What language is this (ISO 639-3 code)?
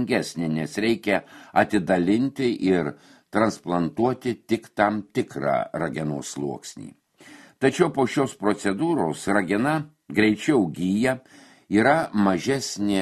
lit